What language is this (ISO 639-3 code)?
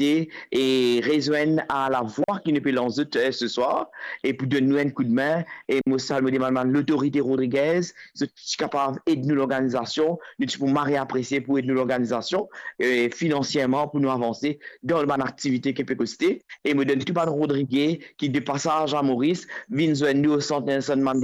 mfe